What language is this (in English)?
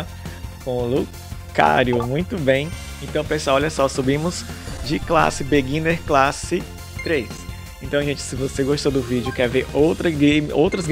Portuguese